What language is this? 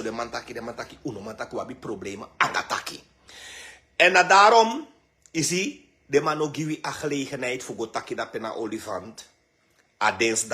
Sranan Tongo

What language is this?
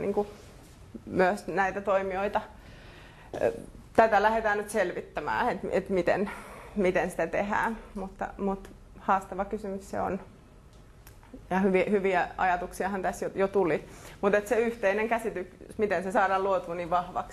Finnish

